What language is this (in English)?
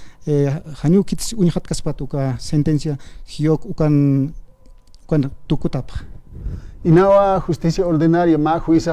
Aymara